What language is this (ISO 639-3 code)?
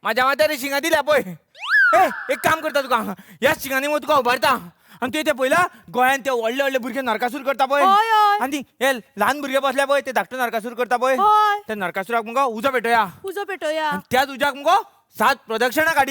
kok